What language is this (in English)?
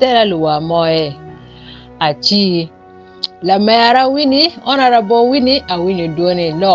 Acoli